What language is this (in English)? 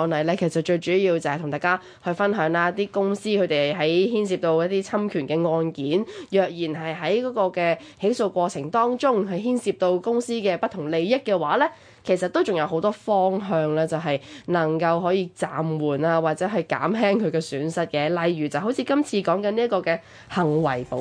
Cantonese